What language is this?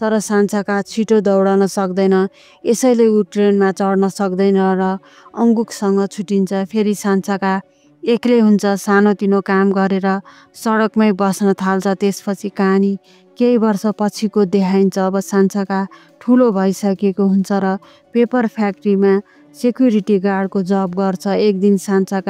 Nepali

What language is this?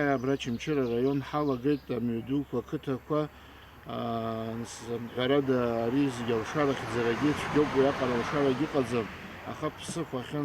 Abkhazian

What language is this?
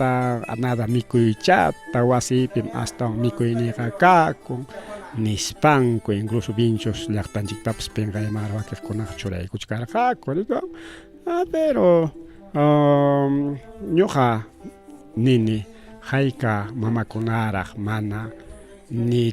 Ayacucho Quechua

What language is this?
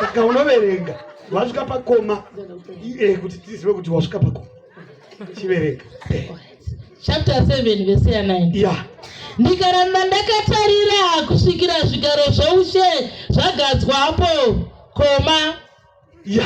Shona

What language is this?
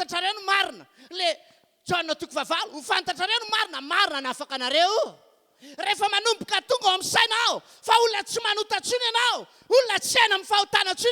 Malagasy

